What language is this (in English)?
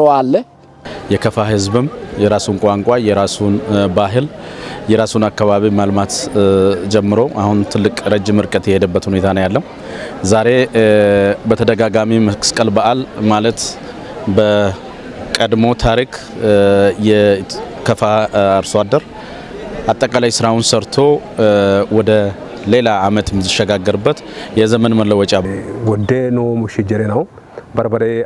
Kafa